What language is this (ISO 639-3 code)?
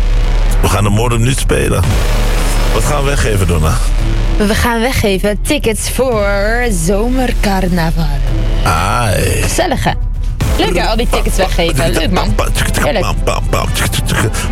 nld